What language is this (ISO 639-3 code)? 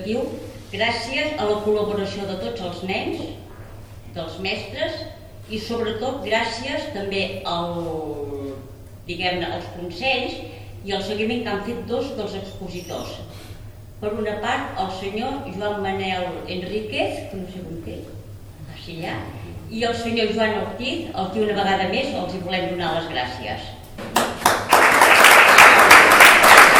cat